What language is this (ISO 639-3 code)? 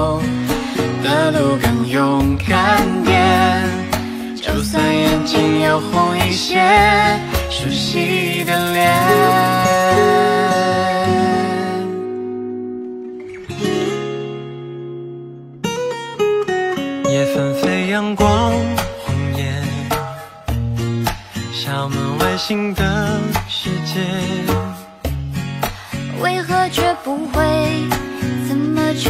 zho